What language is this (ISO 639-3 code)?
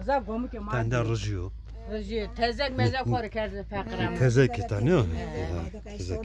zza